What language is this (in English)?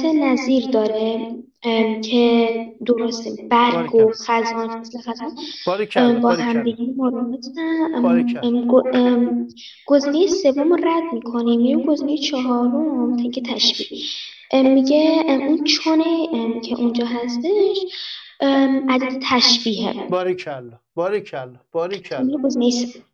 Persian